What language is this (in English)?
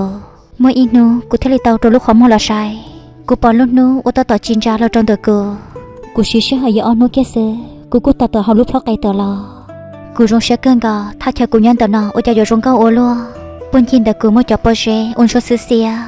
Hmong